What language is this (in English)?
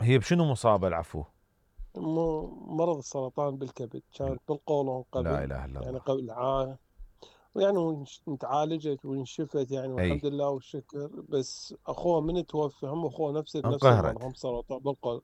Mesopotamian Arabic